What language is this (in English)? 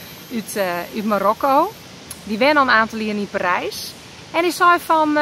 Western Frisian